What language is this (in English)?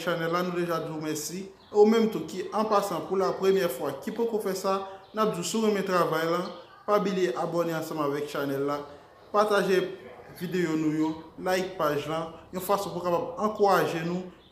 Haitian Creole